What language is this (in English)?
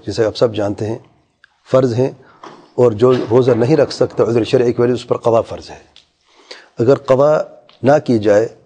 Urdu